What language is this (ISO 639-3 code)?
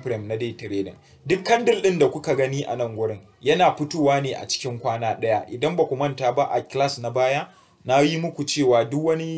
hau